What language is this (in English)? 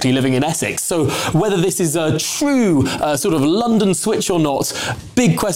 English